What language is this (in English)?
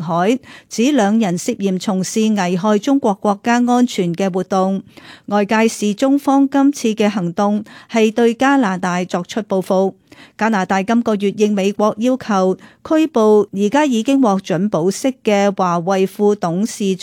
Cantonese